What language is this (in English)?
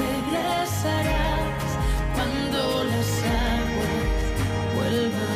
Catalan